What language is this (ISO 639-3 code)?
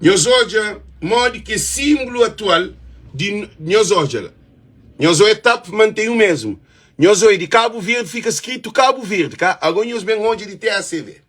kea